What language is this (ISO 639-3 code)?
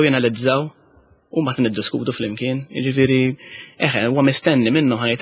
mlt